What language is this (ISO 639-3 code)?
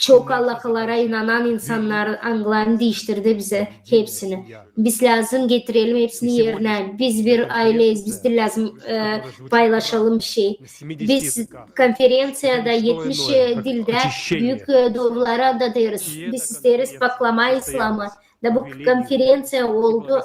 gag